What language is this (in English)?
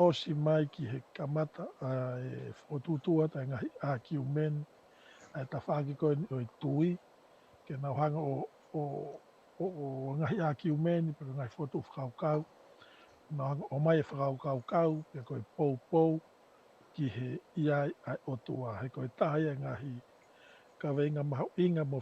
Tongan